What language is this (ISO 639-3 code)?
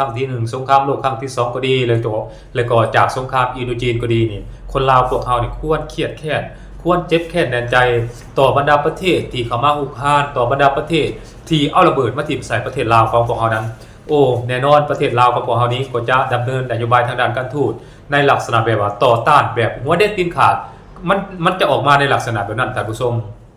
lao